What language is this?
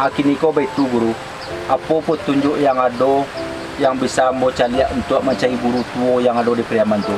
Minangkabau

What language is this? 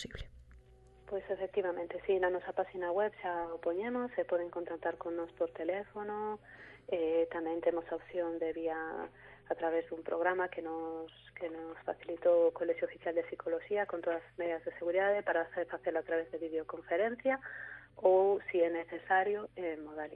Galician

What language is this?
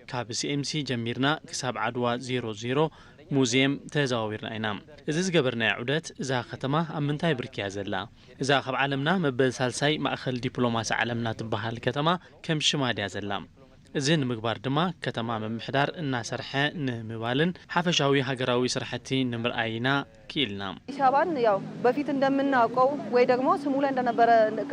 Tigrinya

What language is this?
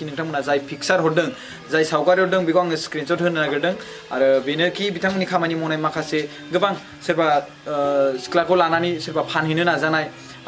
Bodo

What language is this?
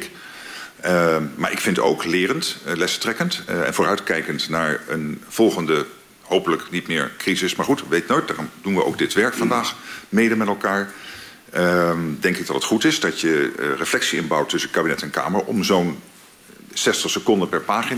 Dutch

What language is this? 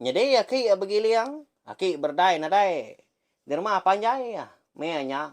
Iban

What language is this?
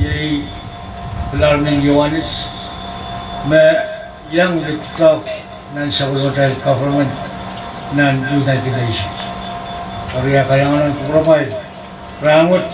Pohnpeian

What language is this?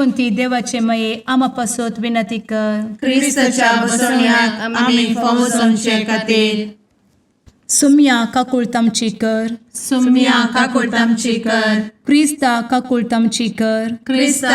Konkani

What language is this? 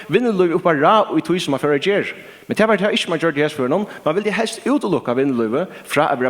Faroese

